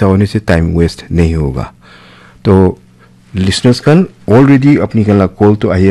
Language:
Naga Pidgin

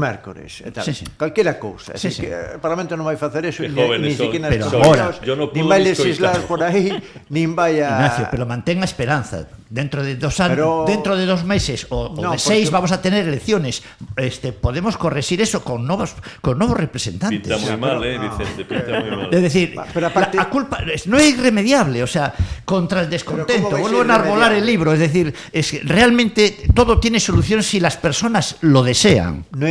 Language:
Galician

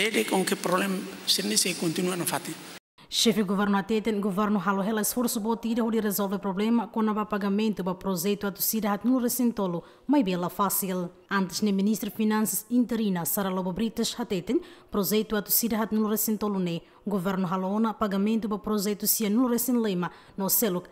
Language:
Tetum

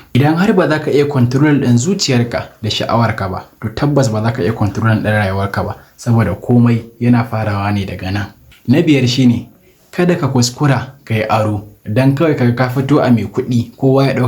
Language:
Hausa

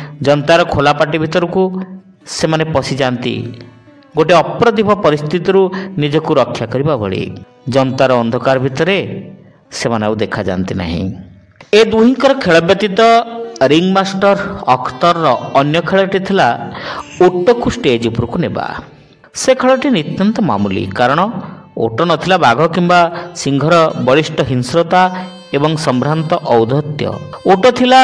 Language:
Odia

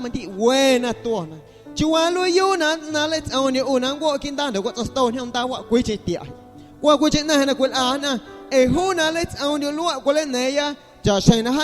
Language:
Guerrero Amuzgo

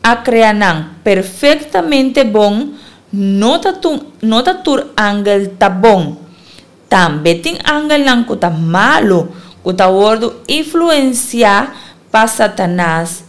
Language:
Papiamento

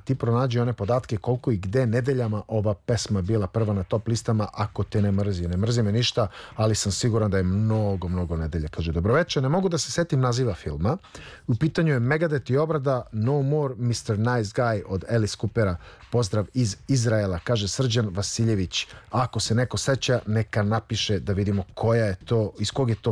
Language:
Serbian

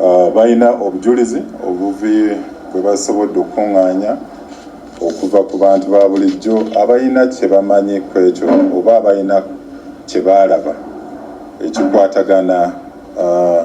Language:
Ganda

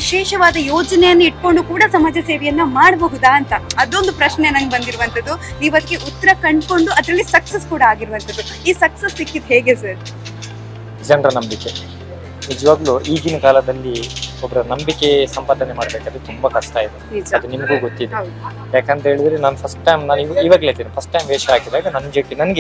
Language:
Kannada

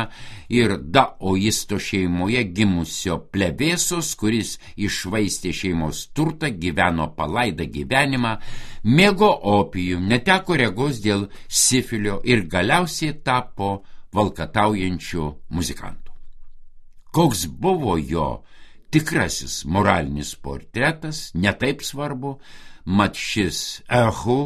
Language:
Lithuanian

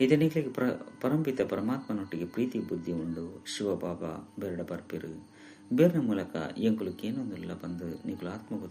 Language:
Tulu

